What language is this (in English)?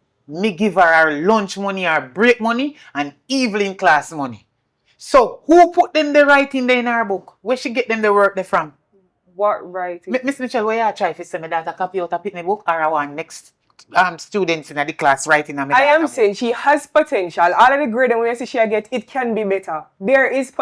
Jamaican Creole English